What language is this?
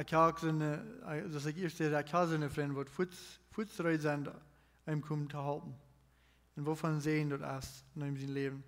Plautdietsch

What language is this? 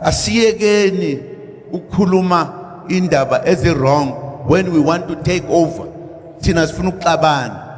Zulu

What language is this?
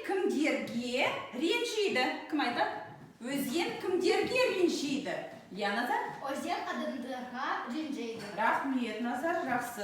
Kazakh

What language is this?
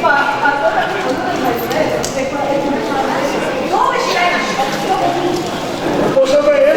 Neapolitan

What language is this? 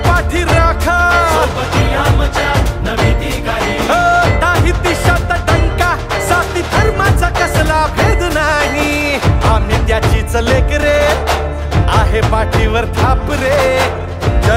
Marathi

